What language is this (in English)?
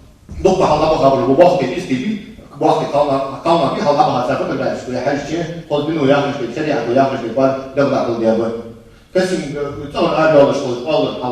Ingush